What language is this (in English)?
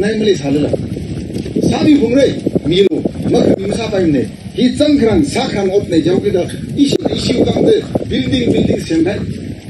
Tangkhul Naga (India)